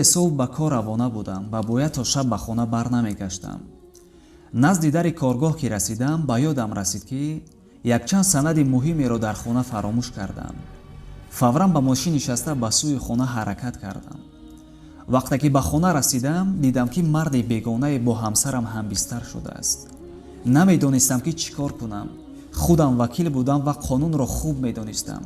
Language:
Tajik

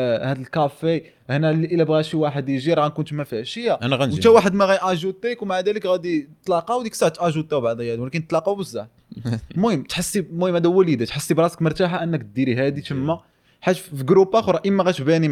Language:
Moroccan Arabic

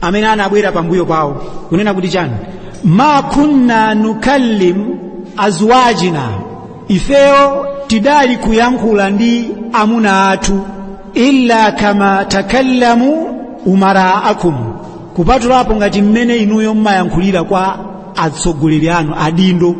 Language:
Nyanja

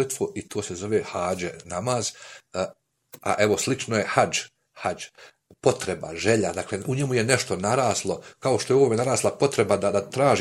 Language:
Bosnian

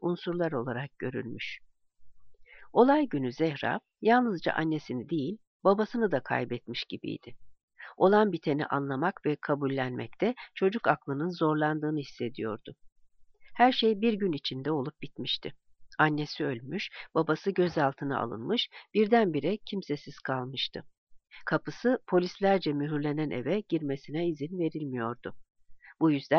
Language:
Turkish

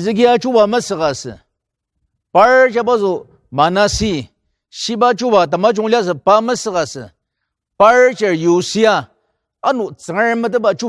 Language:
Ao Naga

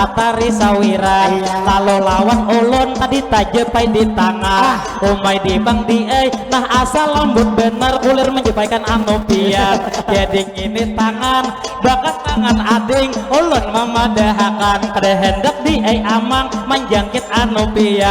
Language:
Banjar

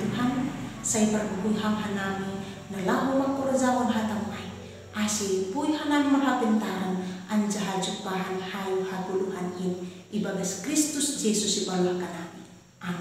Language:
Batak Simalungun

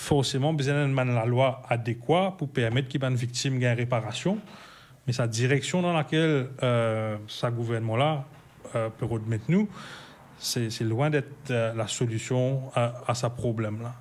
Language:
Morisyen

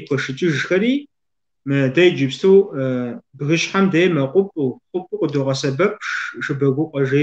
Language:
Kabardian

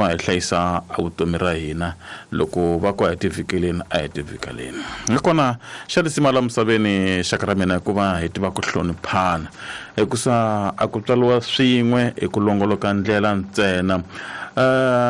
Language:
Tsonga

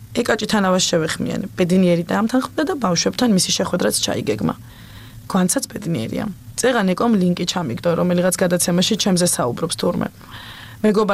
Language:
Georgian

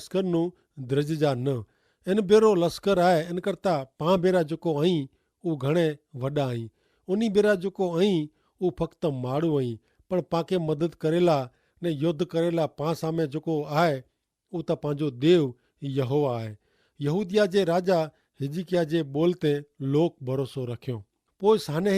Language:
Kachhi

